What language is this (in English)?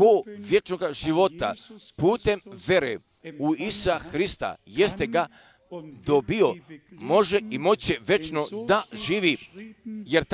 Croatian